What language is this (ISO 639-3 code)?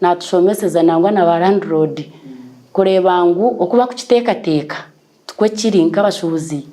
nyn